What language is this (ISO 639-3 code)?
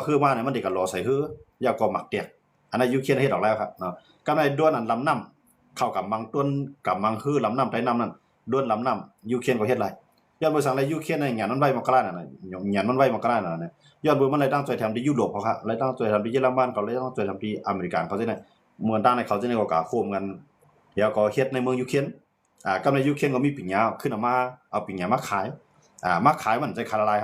shn